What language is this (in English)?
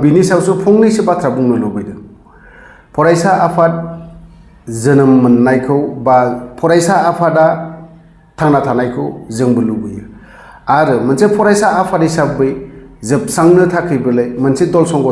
Bodo